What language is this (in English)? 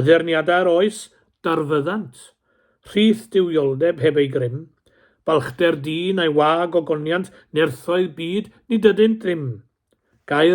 Welsh